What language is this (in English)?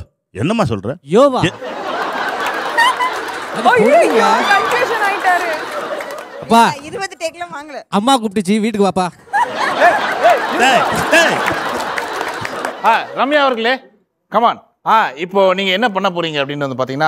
Tamil